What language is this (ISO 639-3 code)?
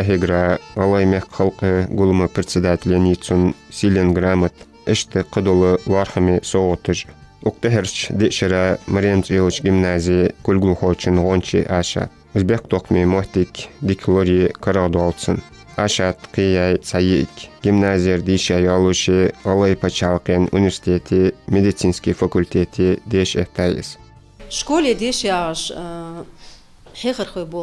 inh